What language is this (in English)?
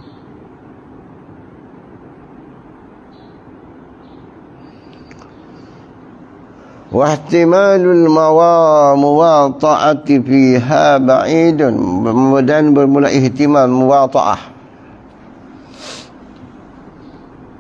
Malay